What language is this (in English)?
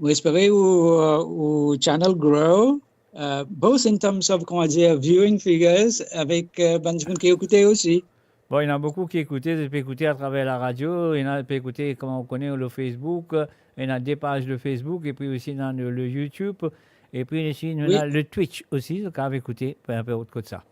Morisyen